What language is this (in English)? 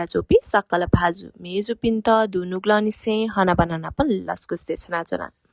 Newari